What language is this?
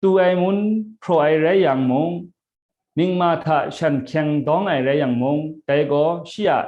Kachin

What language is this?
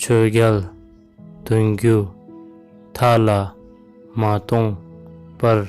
Tibetan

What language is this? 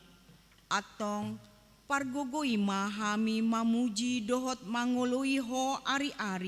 Batak Toba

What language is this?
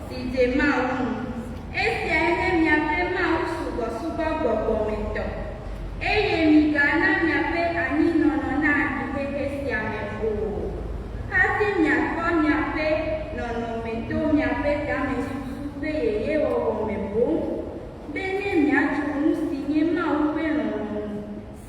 Ewe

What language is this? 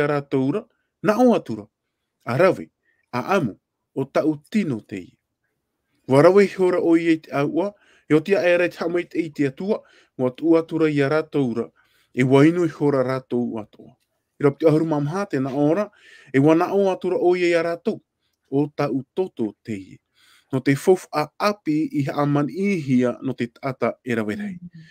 Tahitian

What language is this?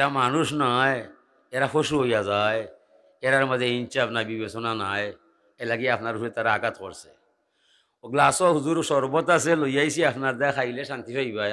Sylheti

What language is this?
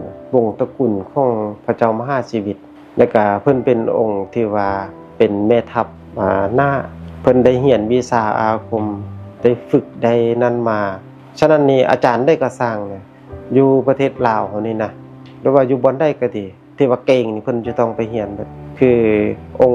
Lao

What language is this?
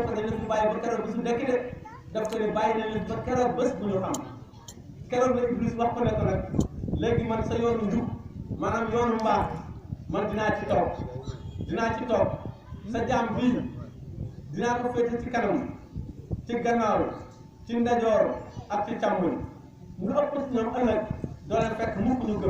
Wolof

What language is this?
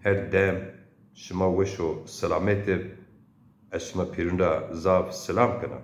Zaza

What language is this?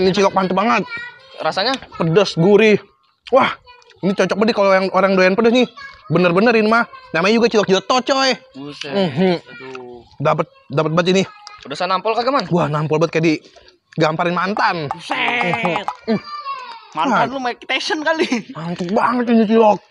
Betawi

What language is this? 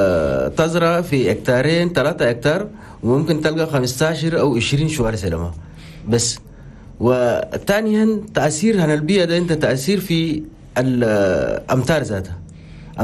Chadian Arabic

